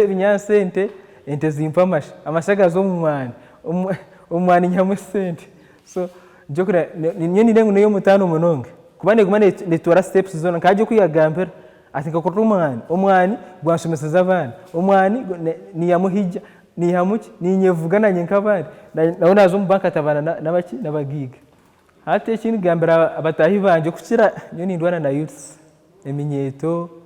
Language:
Nyankole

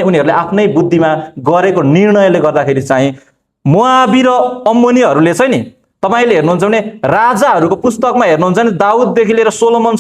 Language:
Nepali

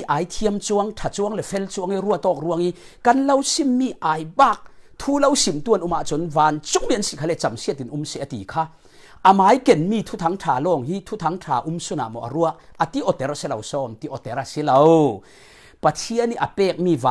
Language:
Falam Chin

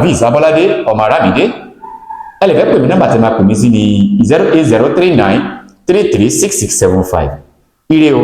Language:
Yoruba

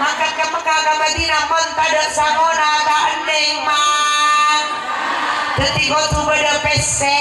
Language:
Madurese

